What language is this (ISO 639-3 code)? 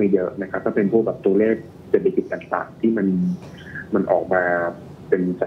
tha